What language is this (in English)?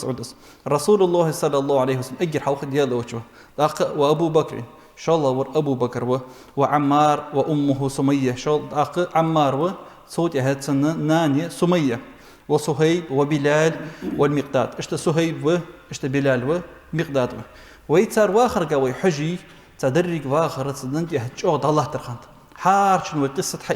Ingush